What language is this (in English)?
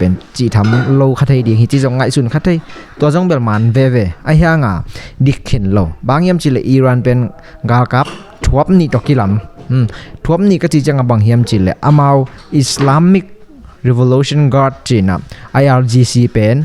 Tedim Chin